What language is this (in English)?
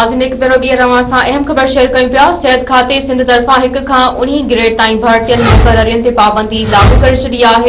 Sindhi